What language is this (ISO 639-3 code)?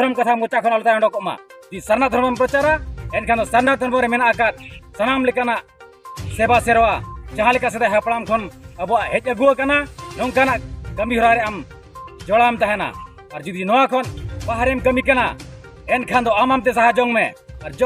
sat